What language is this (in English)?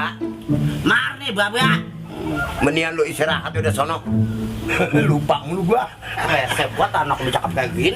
Betawi